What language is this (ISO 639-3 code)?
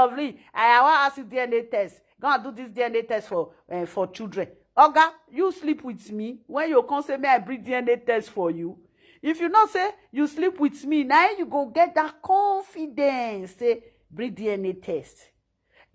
pcm